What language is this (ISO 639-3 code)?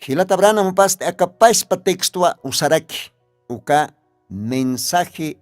aym